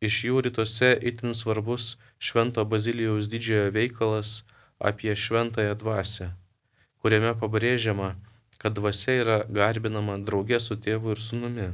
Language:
Lithuanian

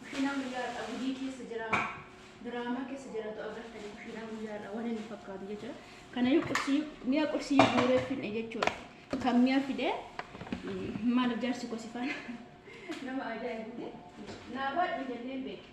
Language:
Oromo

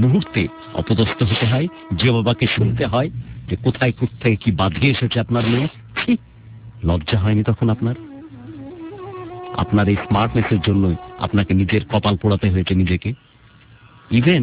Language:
Bangla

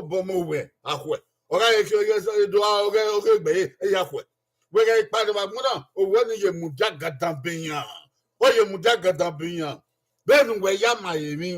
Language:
Bini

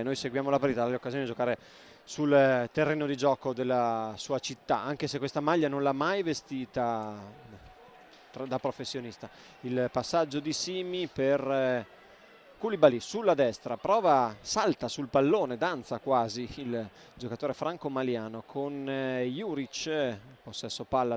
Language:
Italian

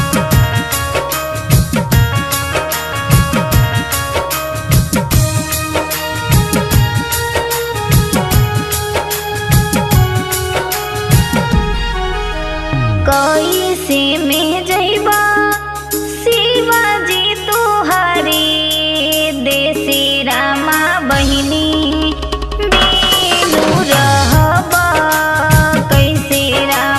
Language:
Bhojpuri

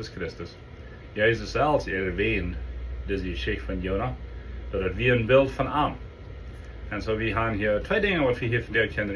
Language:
Plautdietsch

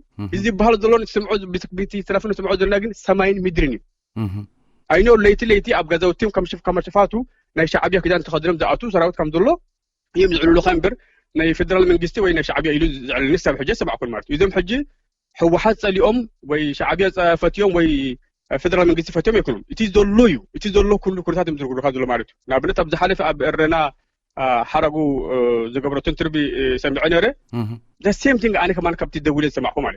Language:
Tigrinya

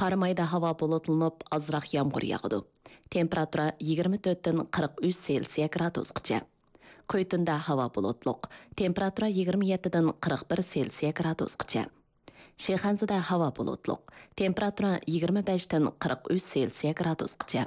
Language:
Uyghur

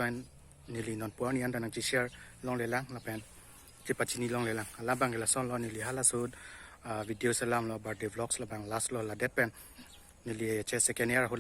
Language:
Karbi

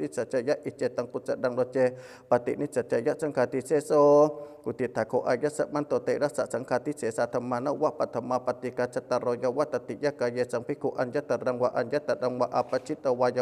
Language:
Pali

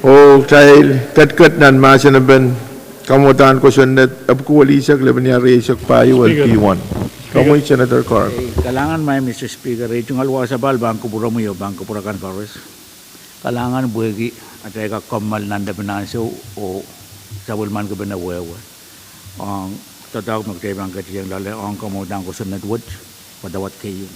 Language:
Pohnpeian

